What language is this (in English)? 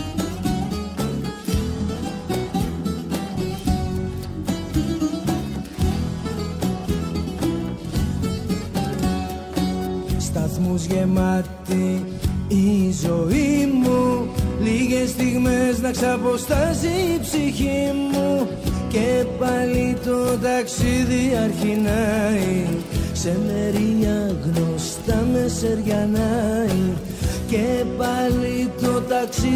Greek